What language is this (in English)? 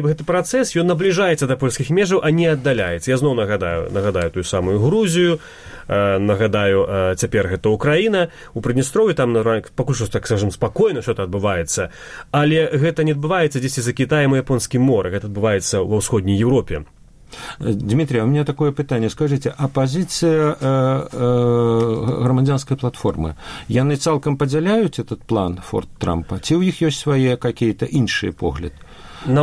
Belarusian